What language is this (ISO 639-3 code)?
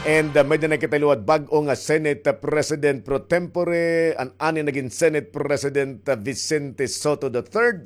war